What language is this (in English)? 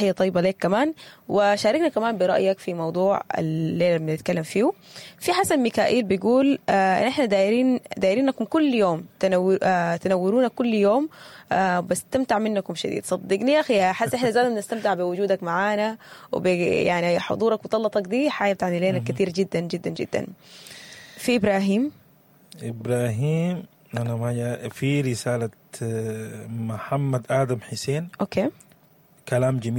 Sudanese Arabic